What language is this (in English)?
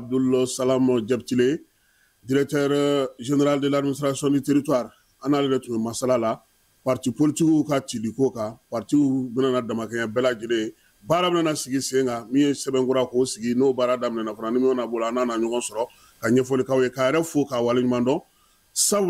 Bambara